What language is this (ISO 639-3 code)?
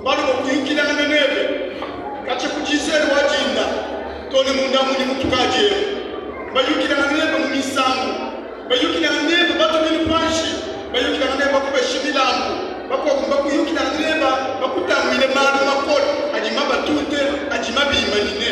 lua